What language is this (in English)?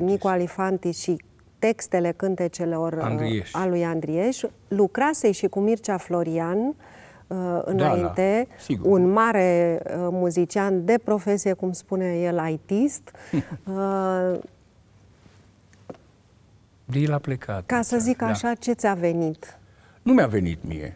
Romanian